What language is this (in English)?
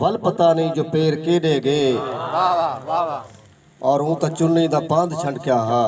Saraiki